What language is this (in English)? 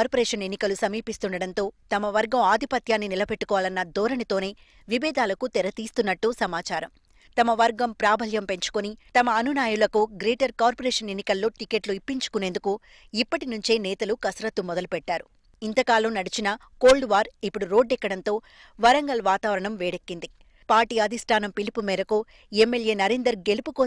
Telugu